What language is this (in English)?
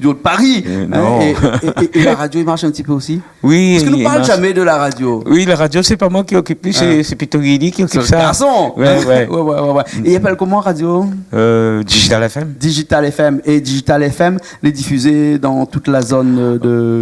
Réunion Creole French